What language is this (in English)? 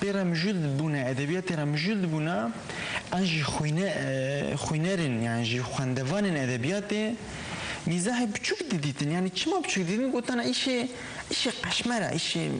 Kurdish